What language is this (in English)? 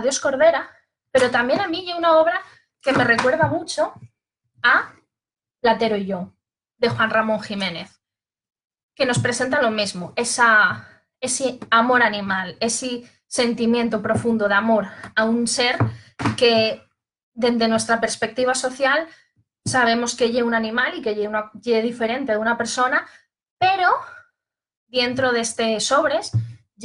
Asturian